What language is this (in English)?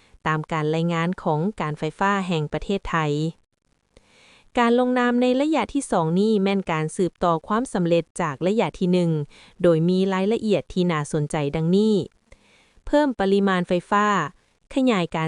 Lao